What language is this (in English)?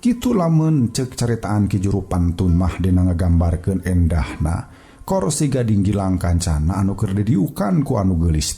Sundanese